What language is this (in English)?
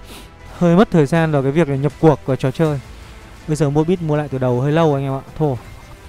Vietnamese